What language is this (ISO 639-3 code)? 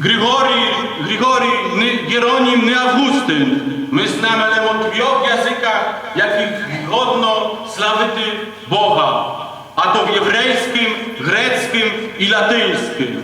rue